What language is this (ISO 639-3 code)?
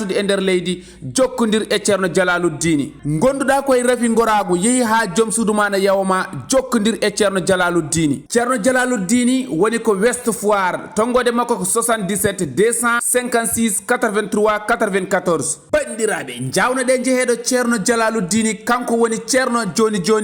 ful